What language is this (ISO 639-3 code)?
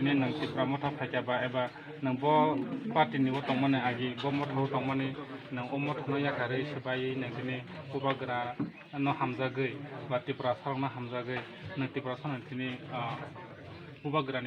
trp